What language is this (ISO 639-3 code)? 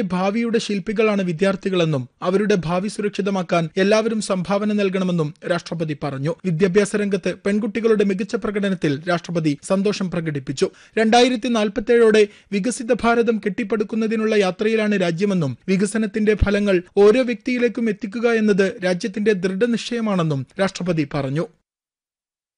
mal